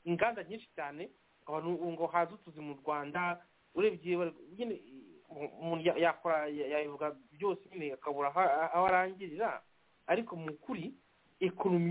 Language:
Kinyarwanda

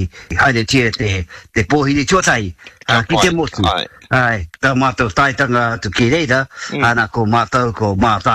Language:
Māori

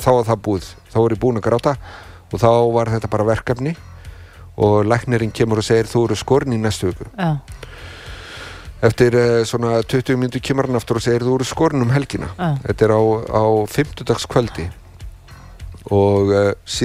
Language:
Icelandic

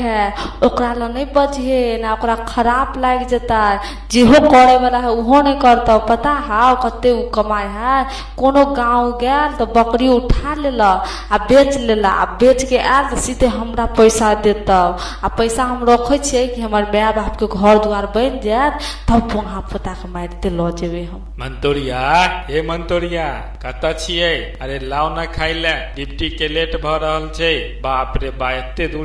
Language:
Maithili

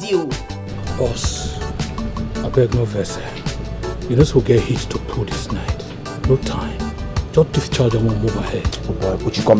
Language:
Nigerian Pidgin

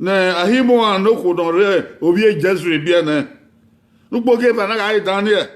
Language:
Bini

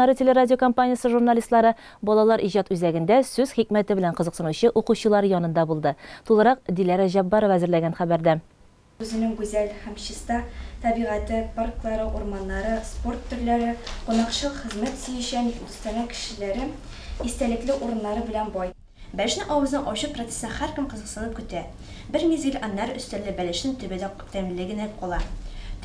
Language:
Tatar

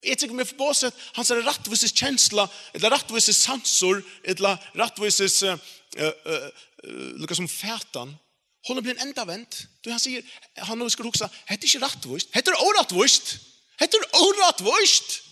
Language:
Faroese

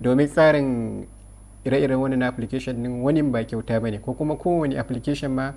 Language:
Hausa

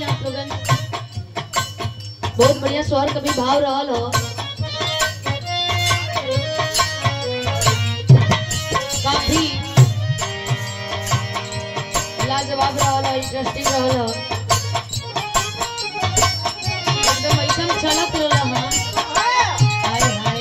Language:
Bhojpuri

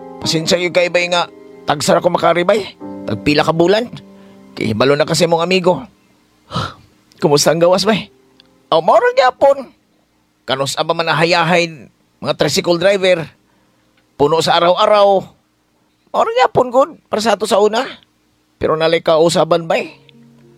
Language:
Cebuano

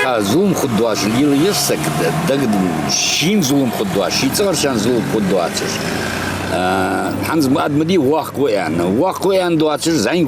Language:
Ingush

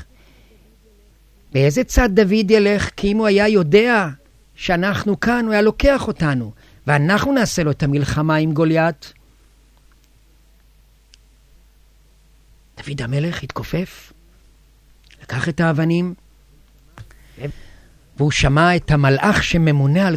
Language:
Hebrew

